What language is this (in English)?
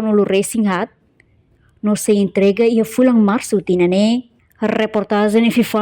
Tetum